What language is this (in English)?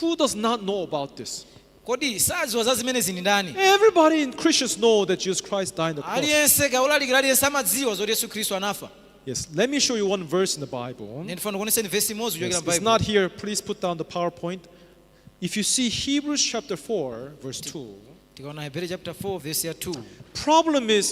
Nyanja